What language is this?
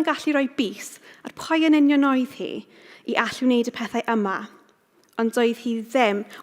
Welsh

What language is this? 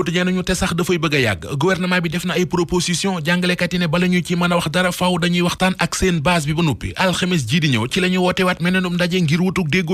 Wolof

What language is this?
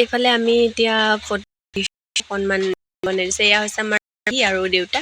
Assamese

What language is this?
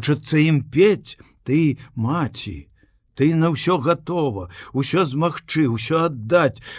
Belarusian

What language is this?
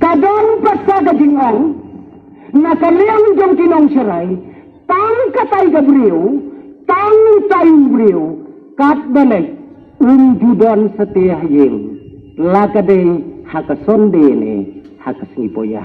Khasi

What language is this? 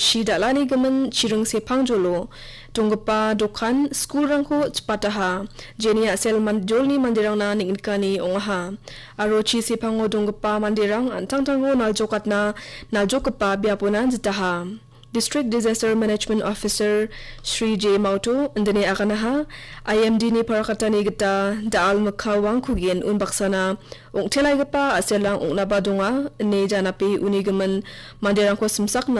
Garo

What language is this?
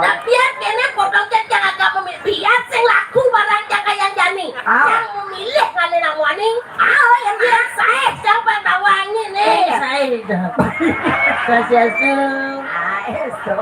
Balinese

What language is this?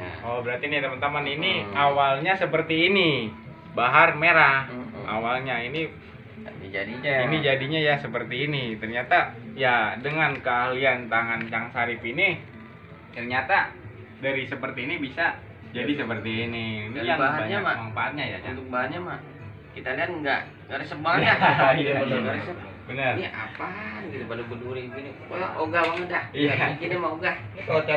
Betawi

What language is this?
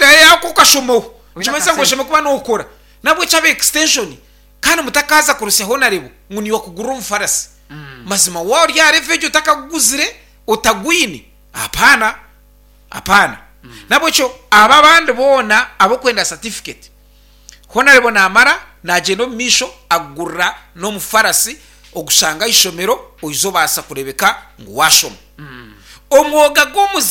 Nyankole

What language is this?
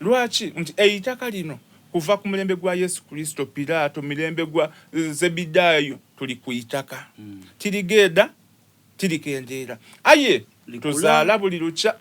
Soga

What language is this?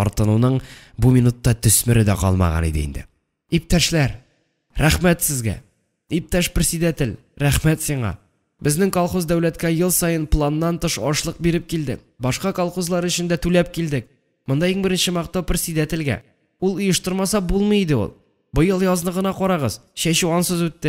Tatar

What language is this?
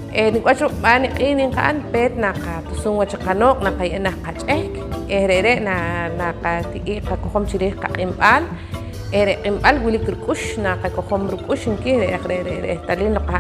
Poqomchi'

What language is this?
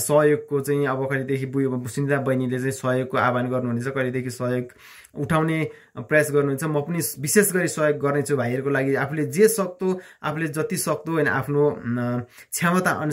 Nepali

